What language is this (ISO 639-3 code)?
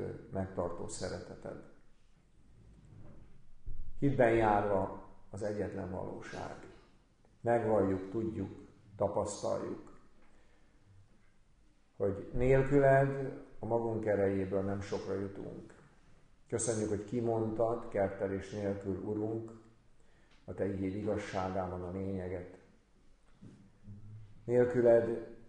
hun